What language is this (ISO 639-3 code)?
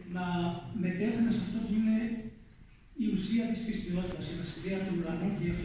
ell